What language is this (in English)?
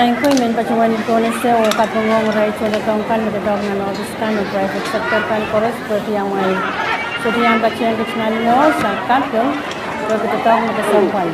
Pohnpeian